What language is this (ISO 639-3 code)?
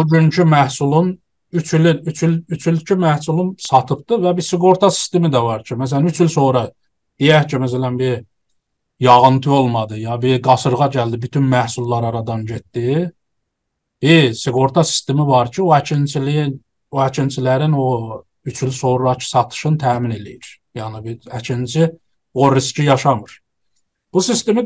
azb